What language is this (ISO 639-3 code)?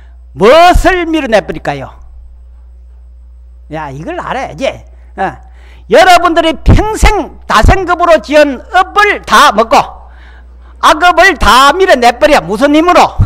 kor